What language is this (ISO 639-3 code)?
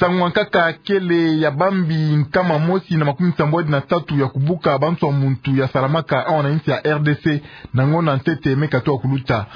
ktu